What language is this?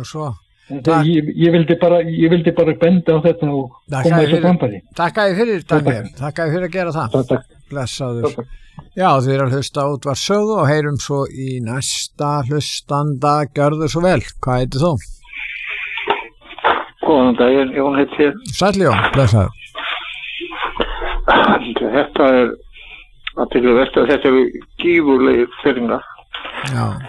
Icelandic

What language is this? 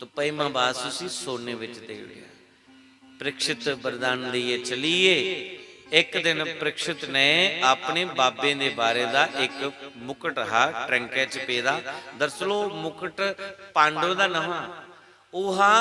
Dogri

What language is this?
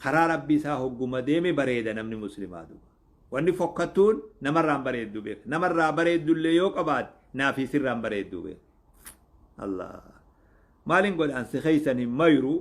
Oromo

